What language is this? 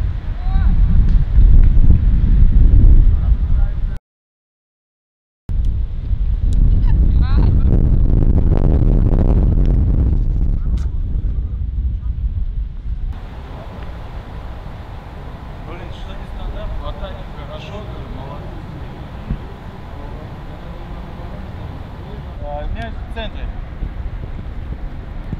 Russian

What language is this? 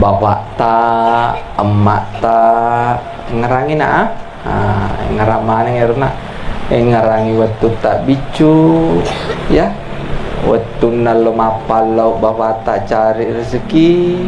Buginese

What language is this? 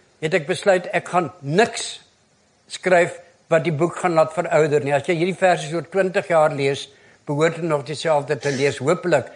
Afrikaans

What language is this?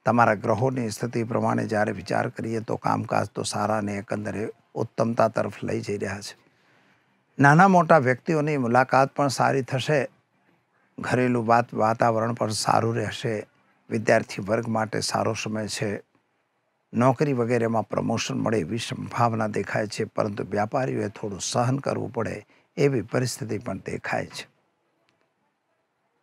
Gujarati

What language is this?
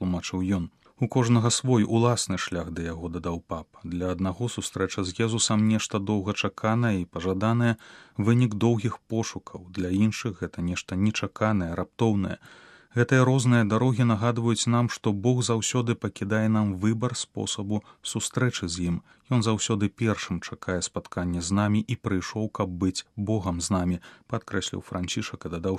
Belarusian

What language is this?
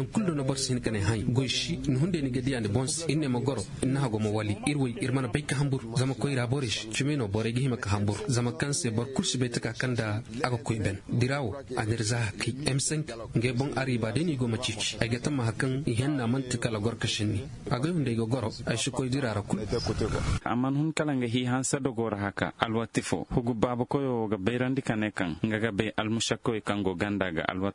Zarma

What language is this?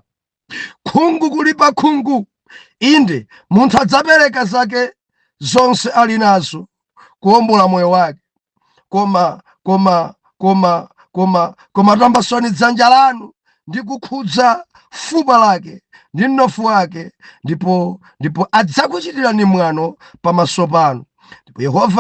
Nyanja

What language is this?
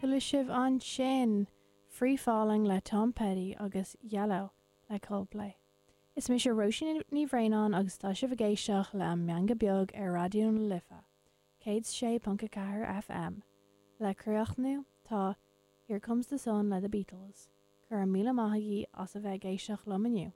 Irish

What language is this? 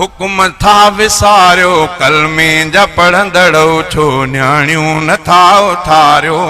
Sindhi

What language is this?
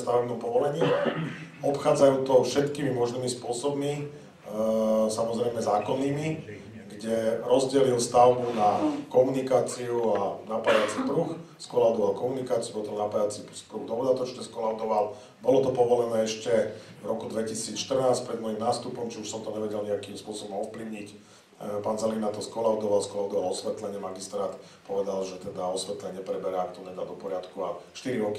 Slovak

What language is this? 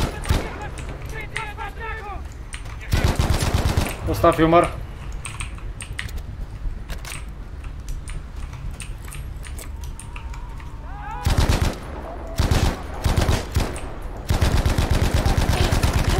Bulgarian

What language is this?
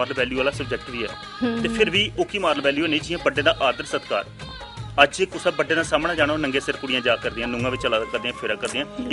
Dogri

